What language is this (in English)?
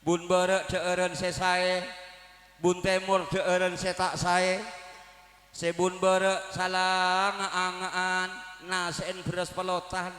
Madurese